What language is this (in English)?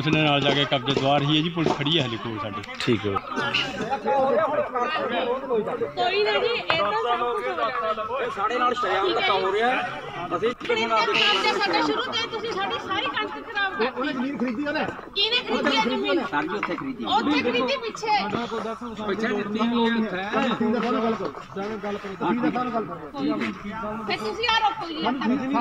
Punjabi